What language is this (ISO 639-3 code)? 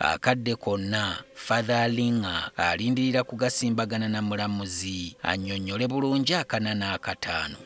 lug